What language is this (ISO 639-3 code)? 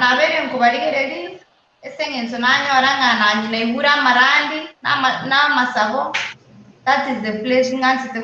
guz